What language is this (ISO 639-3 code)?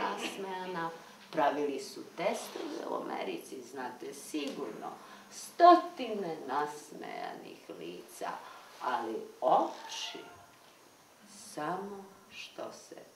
srp